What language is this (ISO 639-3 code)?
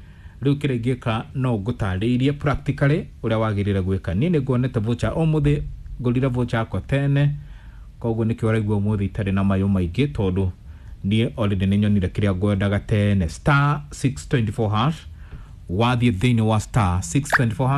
kik